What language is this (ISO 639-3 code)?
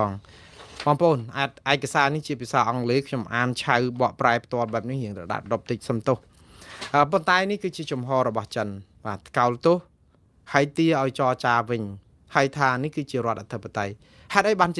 khm